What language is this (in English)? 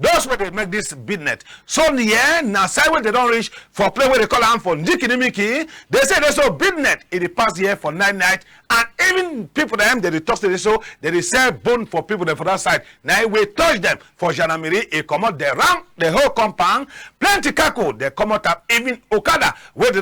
Cameroon Pidgin